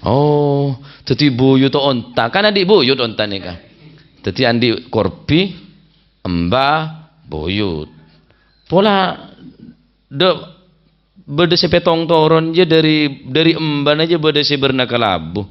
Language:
Madurese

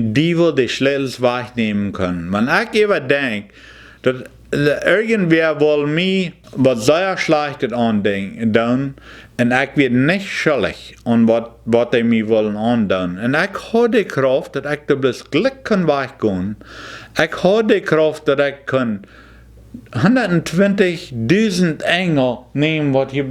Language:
Plautdietsch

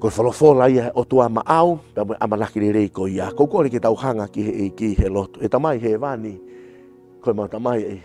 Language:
Tongan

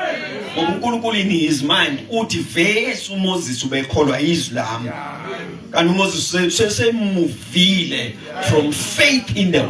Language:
Zulu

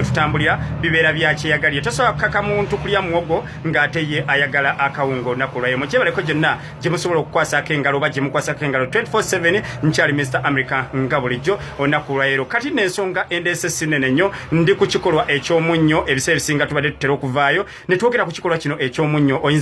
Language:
Ganda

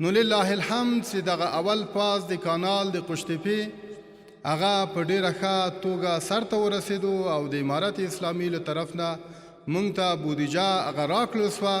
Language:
Pashto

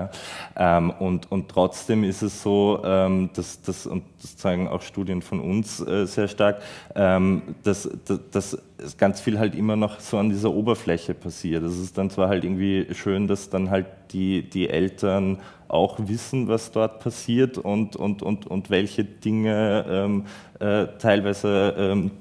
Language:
German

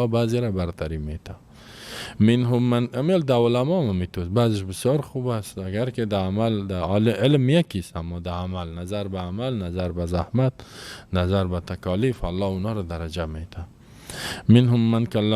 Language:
Persian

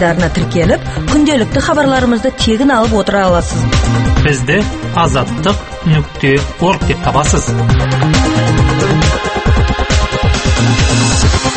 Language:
Kazakh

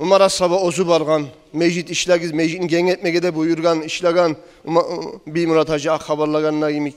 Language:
Kumyk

